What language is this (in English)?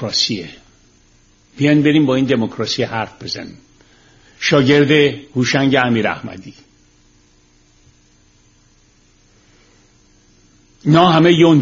Persian